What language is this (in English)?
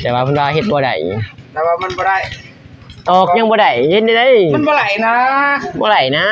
Lao